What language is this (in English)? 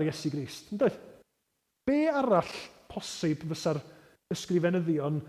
Welsh